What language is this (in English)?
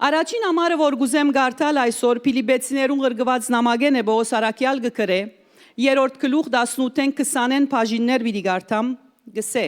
Western Armenian